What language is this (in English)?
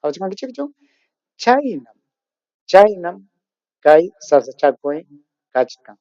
Ayacucho Quechua